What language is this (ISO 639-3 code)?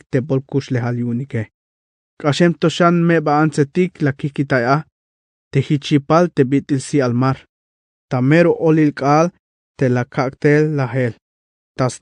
tzh